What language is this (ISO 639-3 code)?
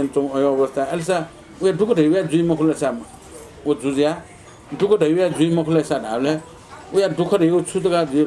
new